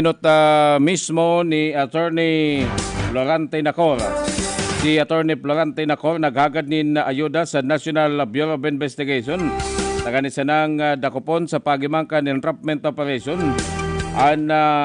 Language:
Bikol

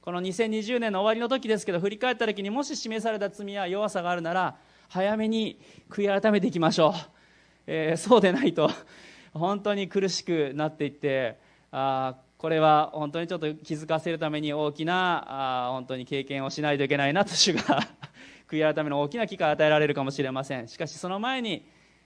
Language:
Japanese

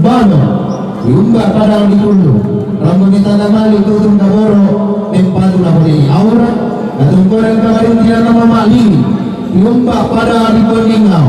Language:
Toraja-Sa'dan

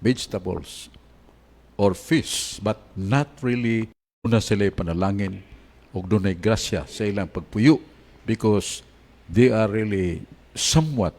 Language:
Cebuano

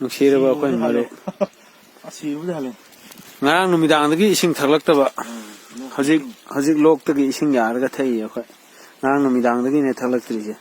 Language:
Manipuri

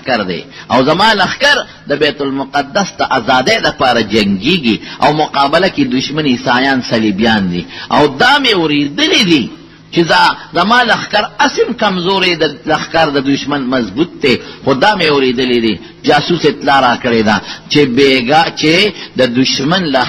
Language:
Pashto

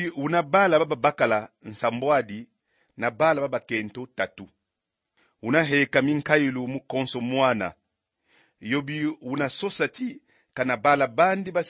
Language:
Kongo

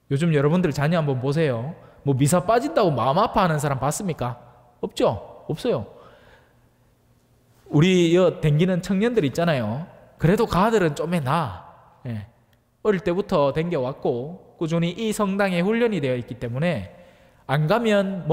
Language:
Korean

